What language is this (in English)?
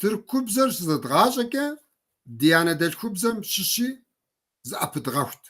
Kabardian